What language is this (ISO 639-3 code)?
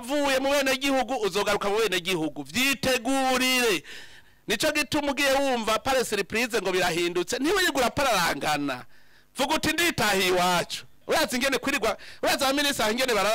run